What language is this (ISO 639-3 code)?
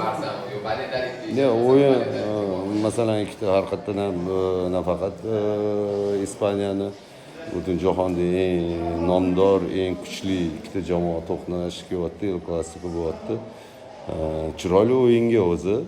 uzb